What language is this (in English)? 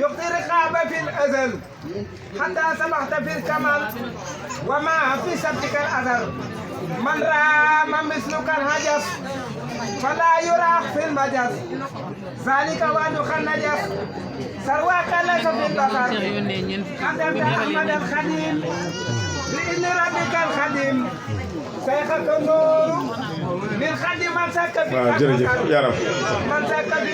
Wolof